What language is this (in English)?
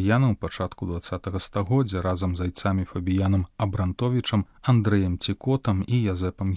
Belarusian